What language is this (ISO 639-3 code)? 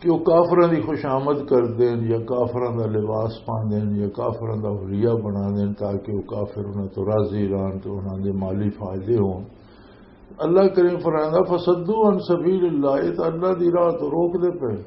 lah